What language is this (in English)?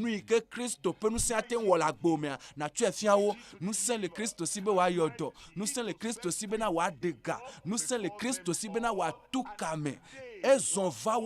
Ewe